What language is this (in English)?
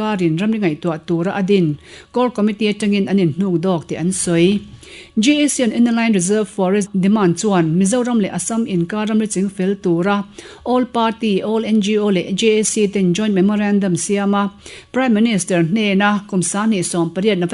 Mizo